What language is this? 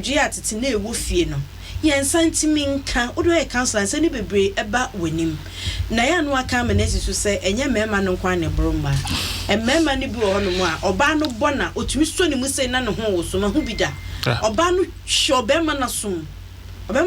Akan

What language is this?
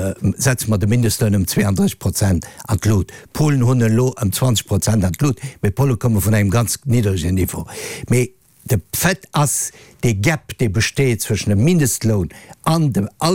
Luxembourgish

